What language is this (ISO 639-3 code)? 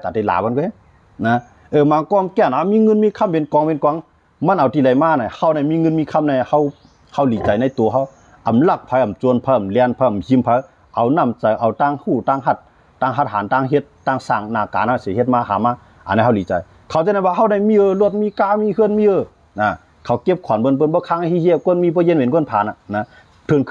shn